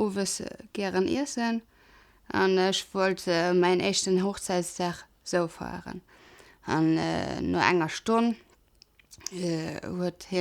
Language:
Luxembourgish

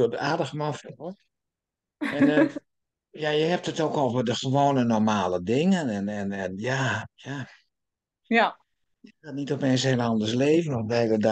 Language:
Dutch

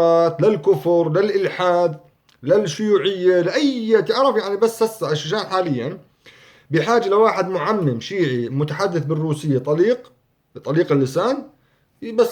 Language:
North Levantine Arabic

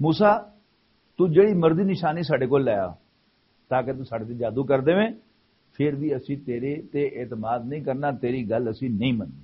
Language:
Western Panjabi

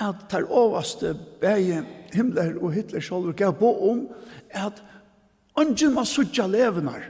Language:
Faroese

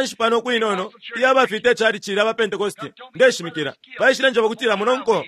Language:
Bemba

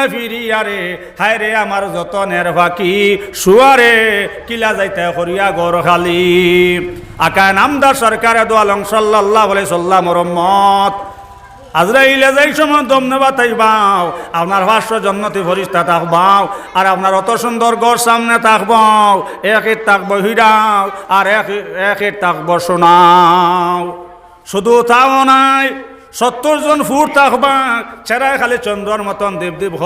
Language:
Sylheti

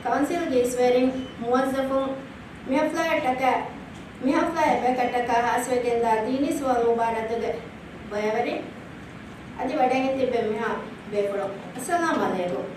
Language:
Divehi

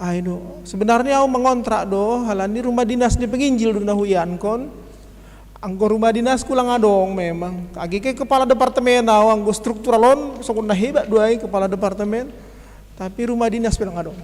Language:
Batak Simalungun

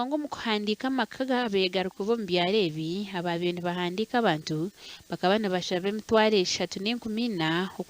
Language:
Nyankole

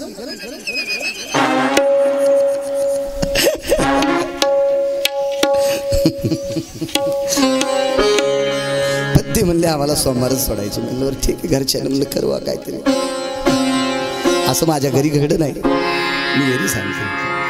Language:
Marathi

